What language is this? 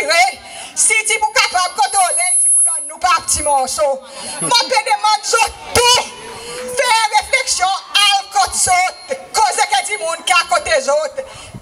Seselwa Creole French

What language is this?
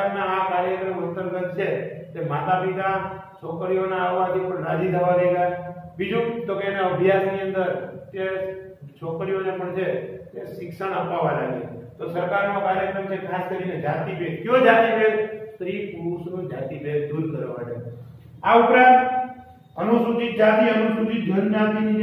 Gujarati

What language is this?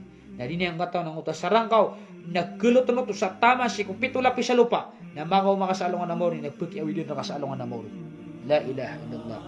Maranao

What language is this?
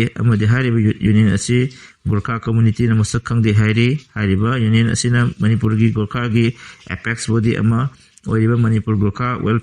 Manipuri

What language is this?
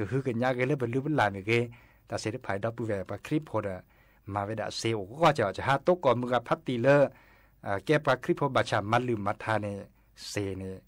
S'gaw Karen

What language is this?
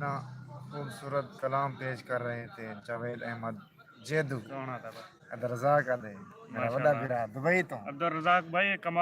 Saraiki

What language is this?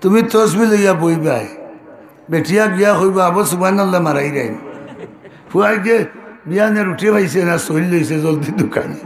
Sylheti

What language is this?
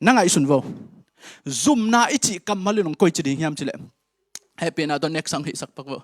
Tedim Chin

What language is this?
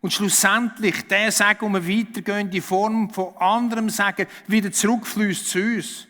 Swiss German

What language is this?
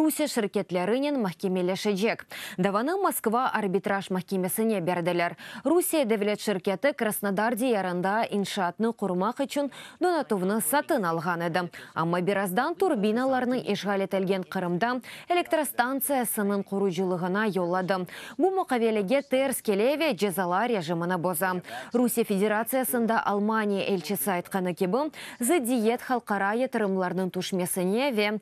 Crimean Tatar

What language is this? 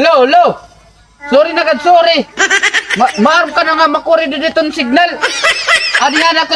Waray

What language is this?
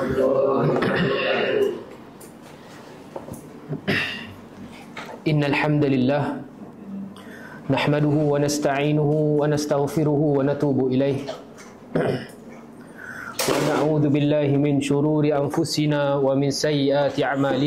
Malay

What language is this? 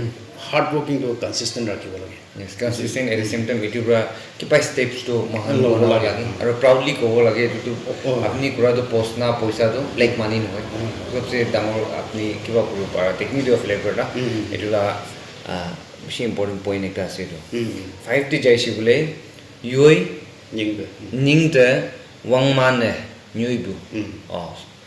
Naga Pidgin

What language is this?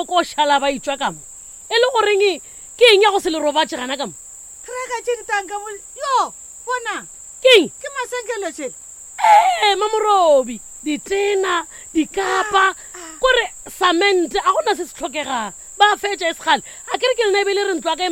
Northern Sotho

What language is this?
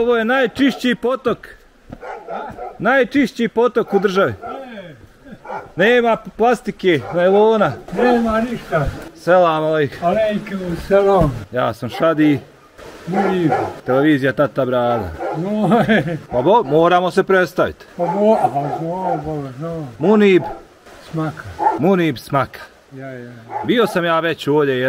Bosnian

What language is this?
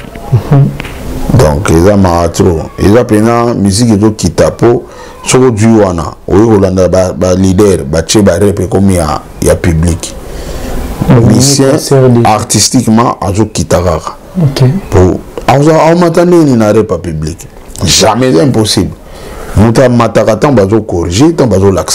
Lingala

